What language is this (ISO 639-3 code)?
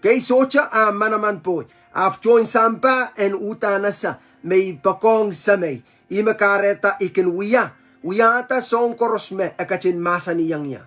pon